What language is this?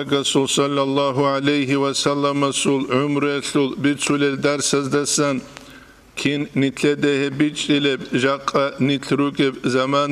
Avaric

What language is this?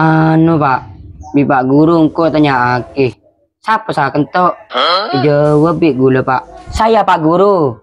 Madurese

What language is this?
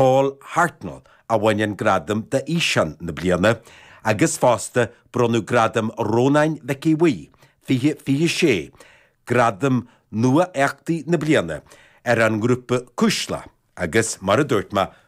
Irish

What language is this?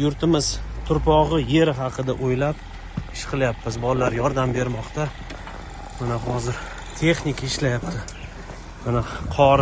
Uzbek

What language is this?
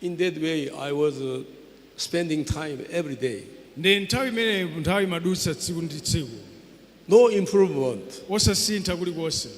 Nyanja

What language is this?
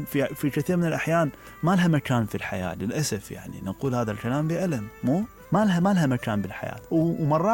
Mesopotamian Arabic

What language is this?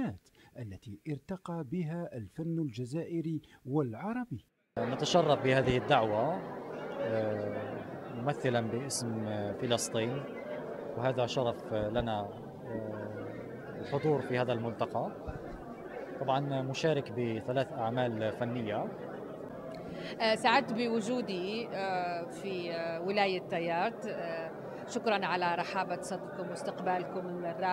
Arabic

